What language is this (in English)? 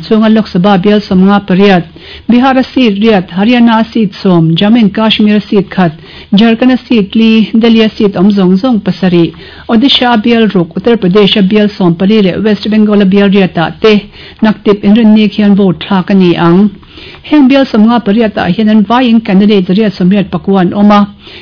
Mizo